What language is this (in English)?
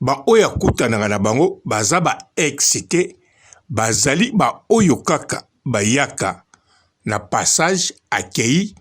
Lingala